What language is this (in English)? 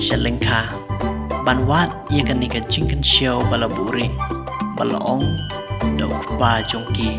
Khasi